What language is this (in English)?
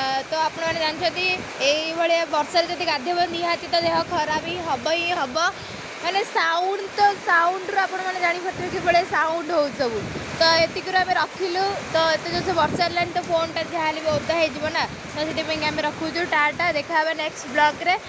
Odia